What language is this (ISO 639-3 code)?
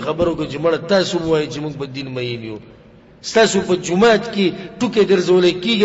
pus